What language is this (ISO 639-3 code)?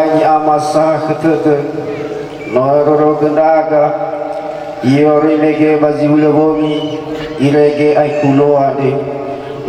nia